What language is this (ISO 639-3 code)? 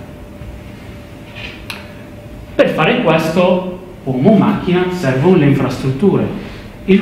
ita